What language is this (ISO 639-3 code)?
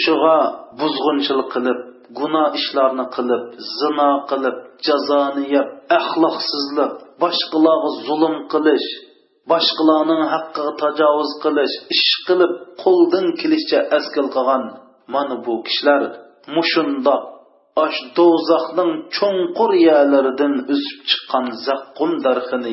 uig